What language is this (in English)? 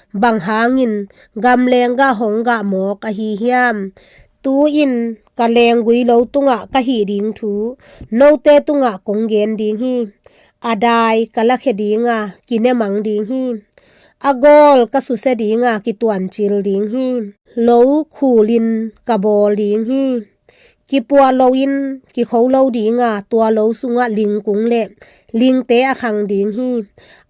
Tedim Chin